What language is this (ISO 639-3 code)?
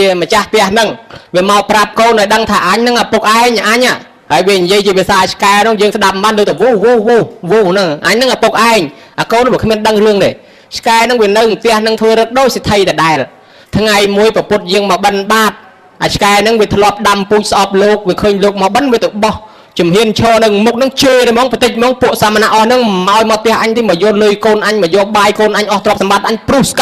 khm